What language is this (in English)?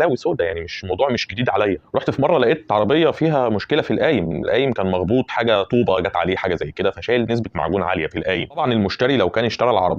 Egyptian Arabic